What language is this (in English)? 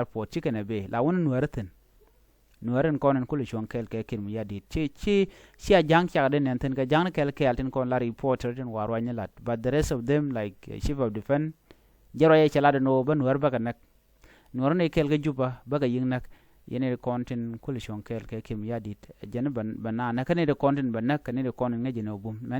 Nuer